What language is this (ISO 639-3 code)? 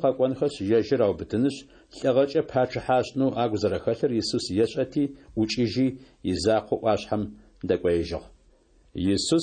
ady